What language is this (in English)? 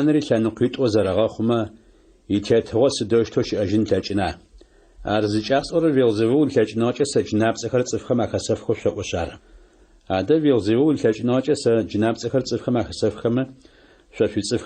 Adyghe